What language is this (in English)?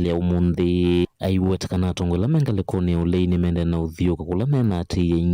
Kamba